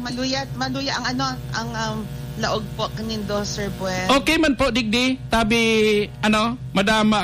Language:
Bikol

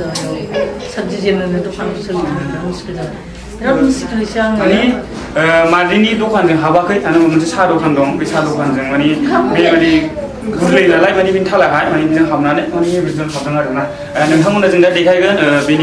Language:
Bodo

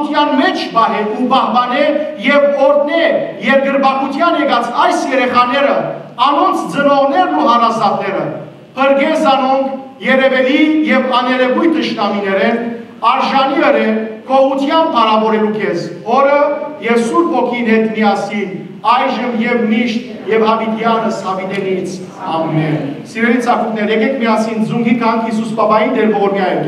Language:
Western Armenian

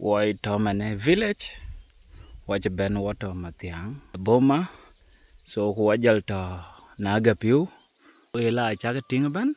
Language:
Dinka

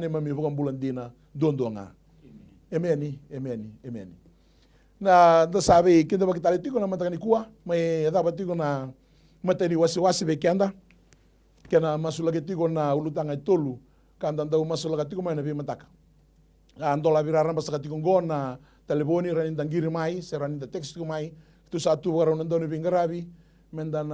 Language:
Fijian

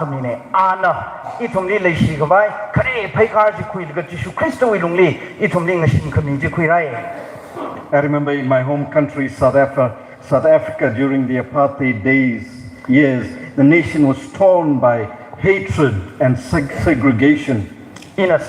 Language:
Tangkhul Naga (India)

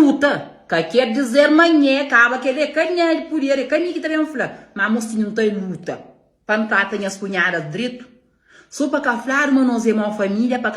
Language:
Kabuverdianu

